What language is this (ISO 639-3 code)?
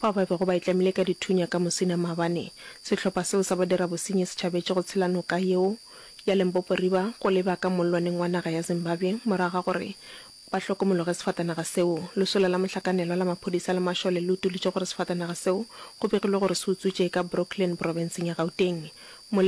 nso